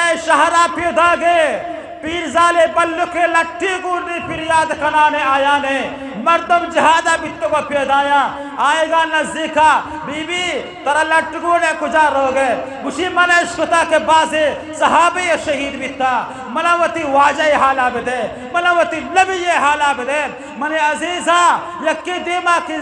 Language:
Eastern Balochi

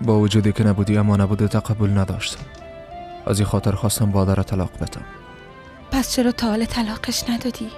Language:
Persian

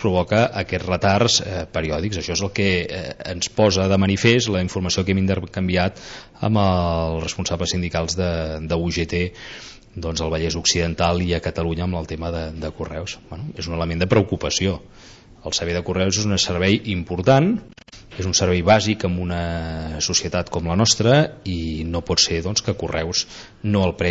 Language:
Catalan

